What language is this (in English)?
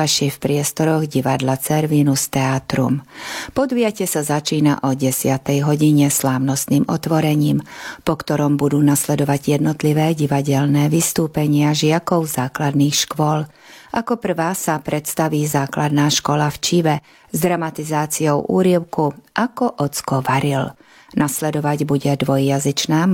Slovak